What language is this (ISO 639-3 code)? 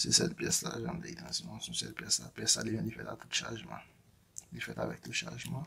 hat